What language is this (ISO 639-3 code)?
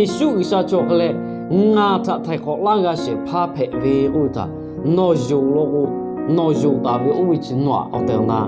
lhu